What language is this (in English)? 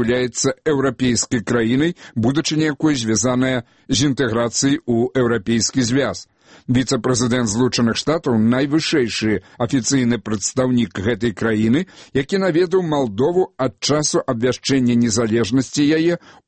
Belarusian